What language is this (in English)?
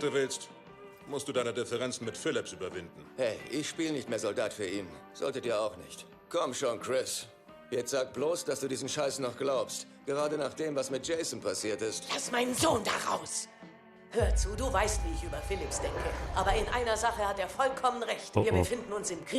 Bavarian